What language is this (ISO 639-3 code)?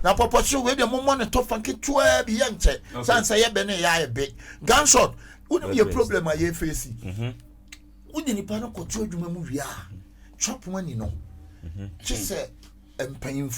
aka